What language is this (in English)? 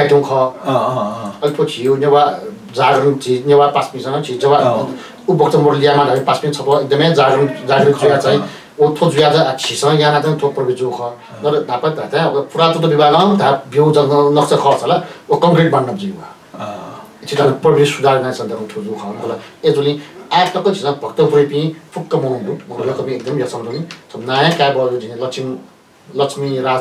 Newari